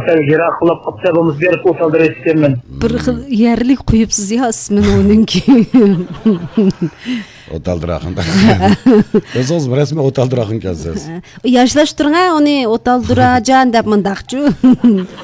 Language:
Uyghur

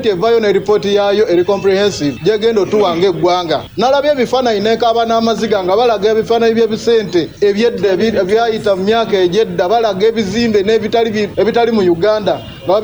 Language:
Ganda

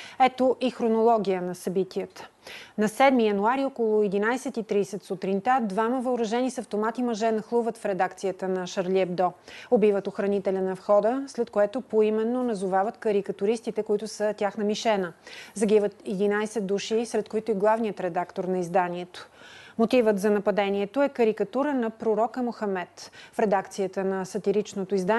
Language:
Bulgarian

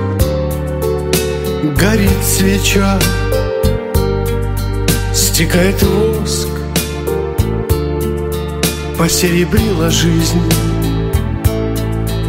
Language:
Russian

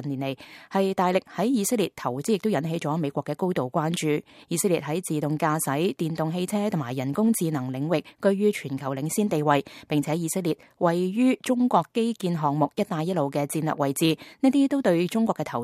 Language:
Cantonese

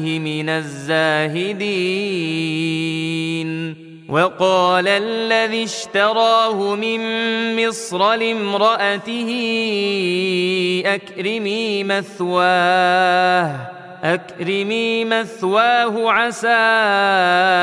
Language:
Arabic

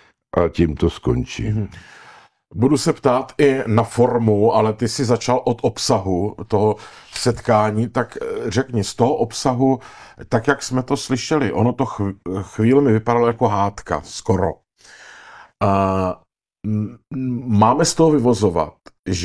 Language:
Czech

